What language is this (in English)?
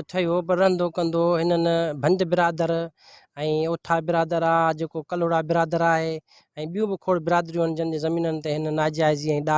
Sindhi